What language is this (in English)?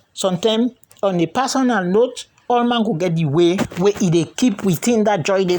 Krio